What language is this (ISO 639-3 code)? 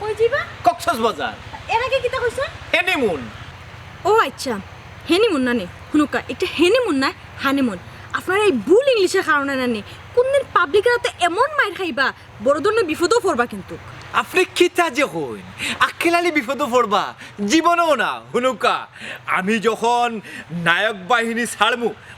syl